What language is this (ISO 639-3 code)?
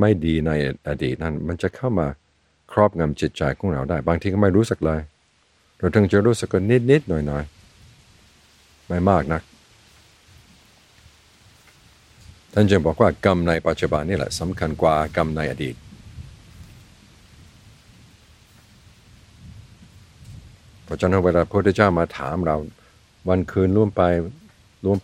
tha